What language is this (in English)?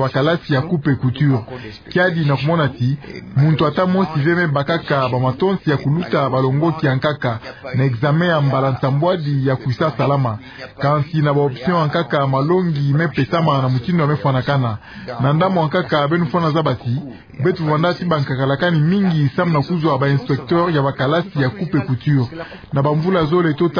Kituba (Democratic Republic of Congo)